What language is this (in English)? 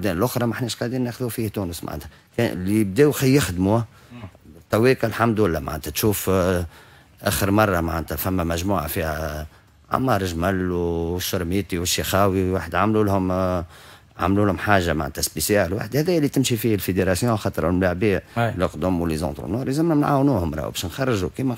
Tunisian Arabic